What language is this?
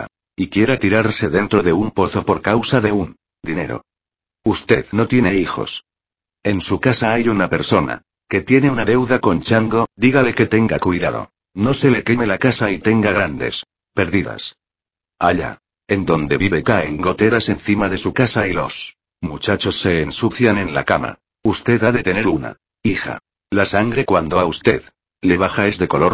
Spanish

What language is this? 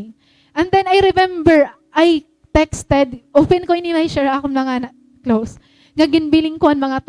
Waray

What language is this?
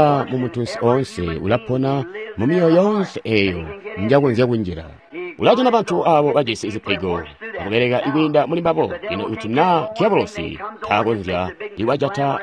Tonga (Zambia)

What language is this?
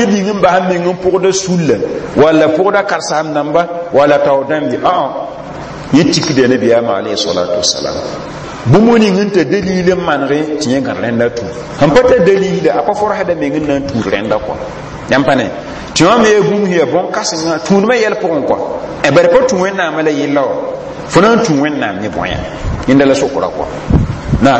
Mossi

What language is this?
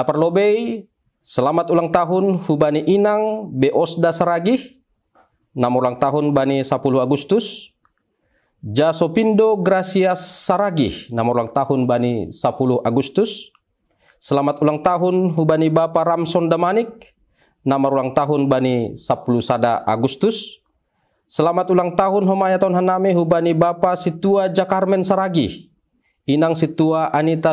Batak Simalungun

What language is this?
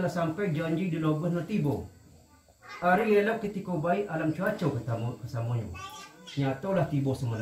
Minangkabau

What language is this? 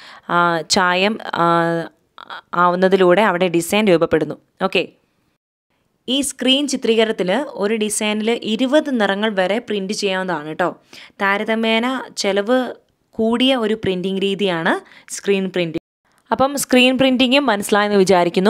Malayalam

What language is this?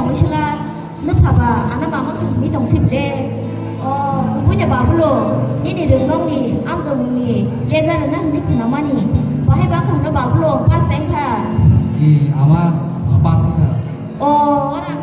Kok Borok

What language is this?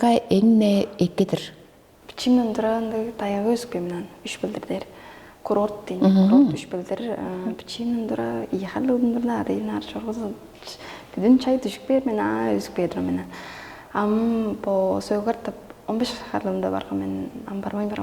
Tuvinian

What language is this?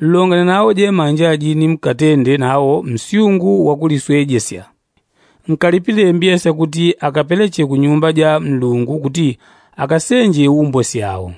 Yao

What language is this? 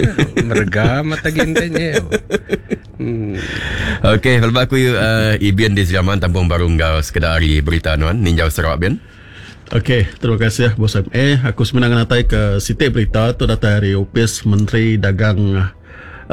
Iban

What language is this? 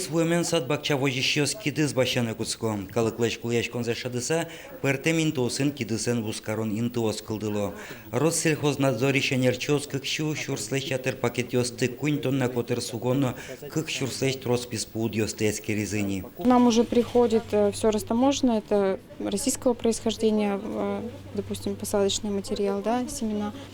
Udmurt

